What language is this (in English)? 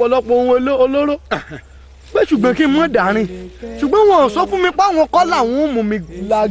Yoruba